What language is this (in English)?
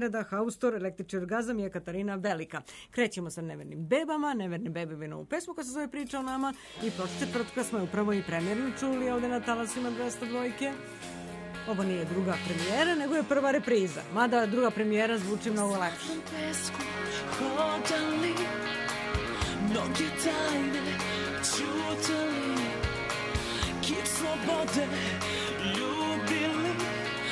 Serbian